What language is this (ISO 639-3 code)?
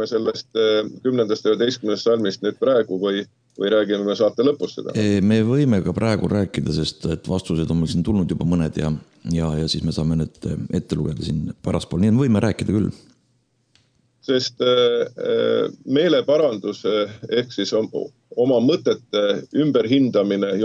est